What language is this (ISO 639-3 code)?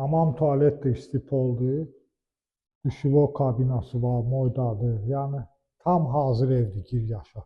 aze